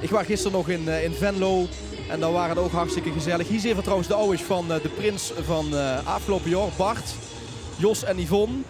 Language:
Limburgish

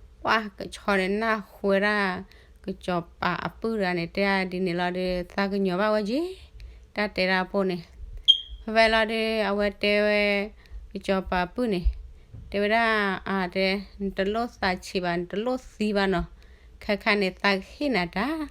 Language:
S'gaw Karen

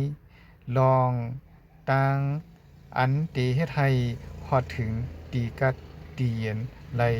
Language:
Shan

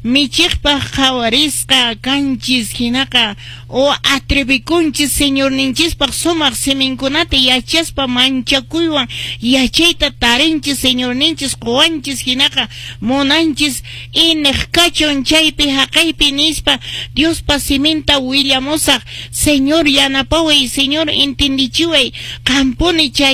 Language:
Quechua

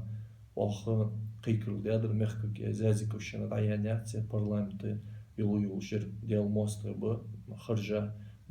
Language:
Ingush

